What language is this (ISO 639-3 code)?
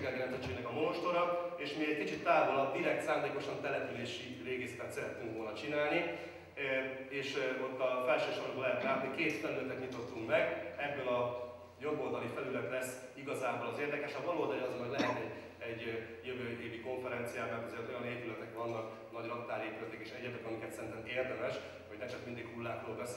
hun